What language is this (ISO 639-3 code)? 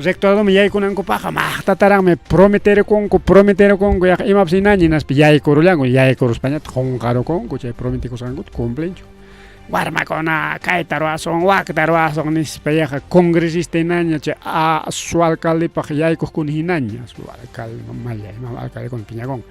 quy